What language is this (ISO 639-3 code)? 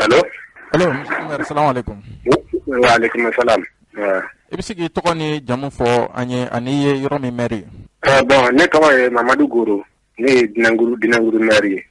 bam